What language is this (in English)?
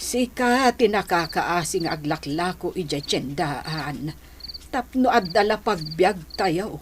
Iloko